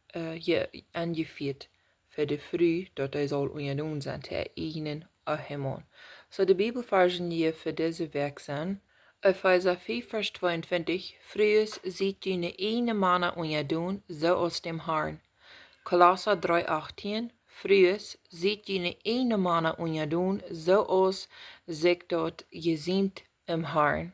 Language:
Plautdietsch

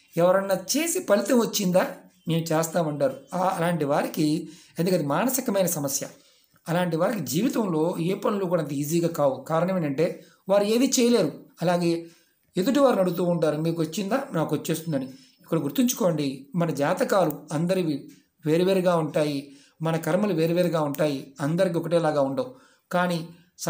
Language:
Telugu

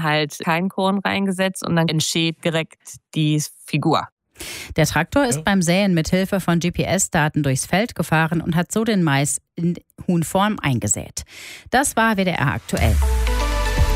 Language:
German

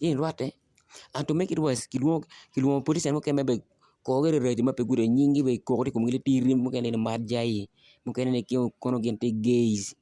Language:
Acoli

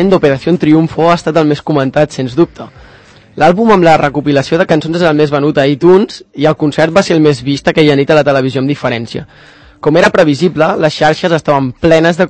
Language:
Catalan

